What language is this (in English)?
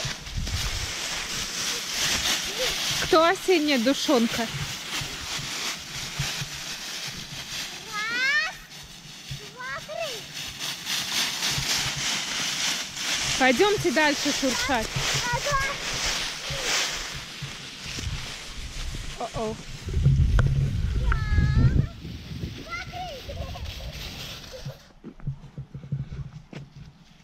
Russian